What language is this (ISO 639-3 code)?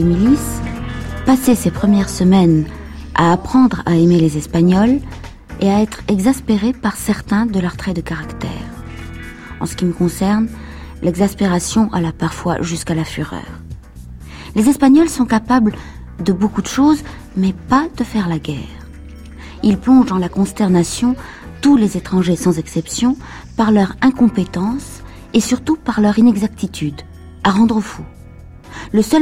fra